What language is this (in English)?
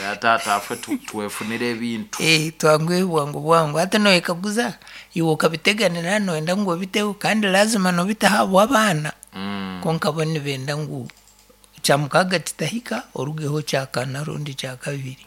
Nyankole